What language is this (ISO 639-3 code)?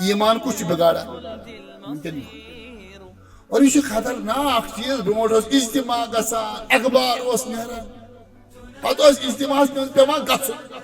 kas